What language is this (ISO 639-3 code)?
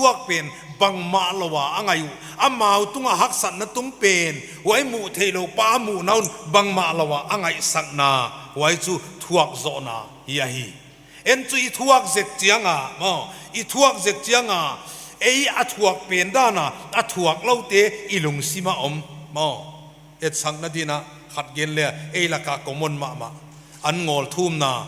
pck